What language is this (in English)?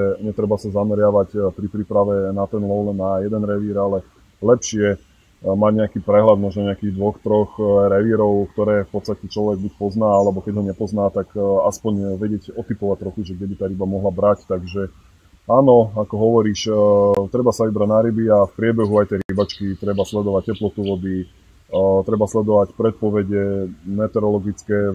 Slovak